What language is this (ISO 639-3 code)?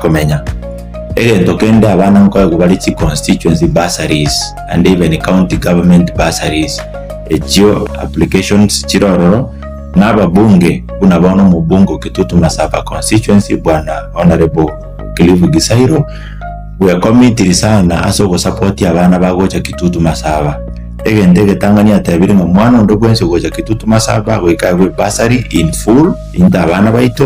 guz